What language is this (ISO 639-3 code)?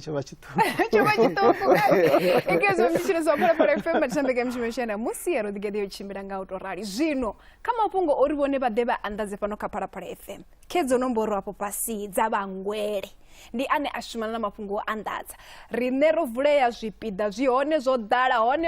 ven